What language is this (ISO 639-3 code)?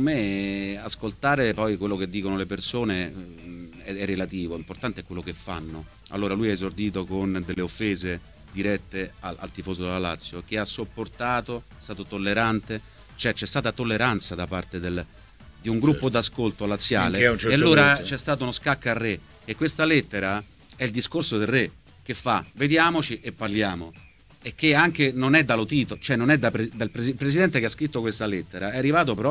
ita